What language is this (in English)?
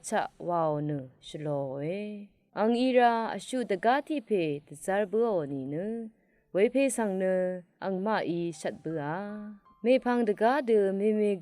Rawang